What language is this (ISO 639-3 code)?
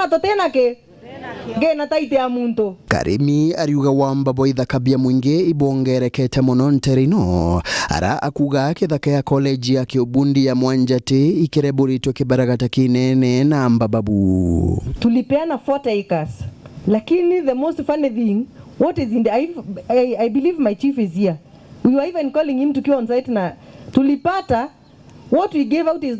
mer